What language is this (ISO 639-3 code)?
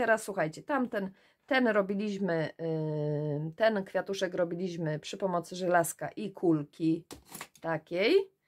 pol